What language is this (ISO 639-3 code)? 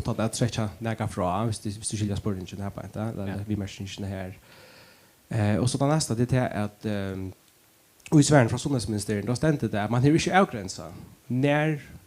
fao